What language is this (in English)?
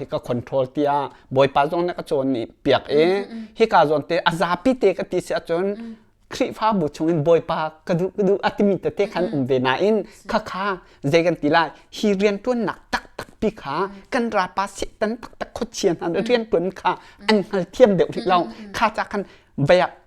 Hakha Chin